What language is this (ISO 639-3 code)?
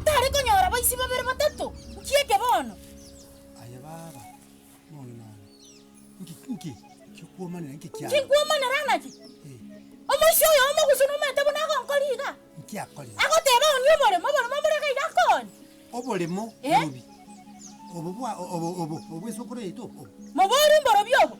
guz